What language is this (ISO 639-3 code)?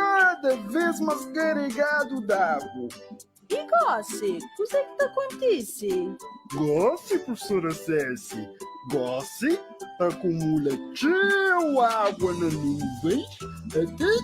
kea